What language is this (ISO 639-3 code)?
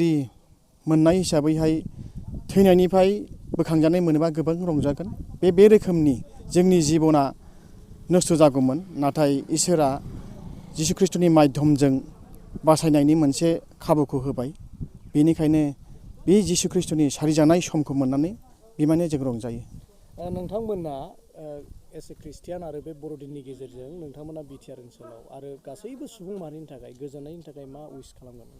brx